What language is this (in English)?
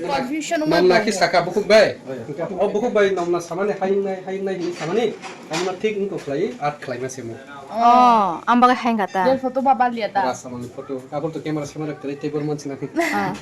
Kok Borok